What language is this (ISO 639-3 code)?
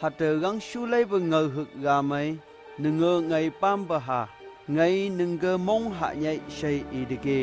nph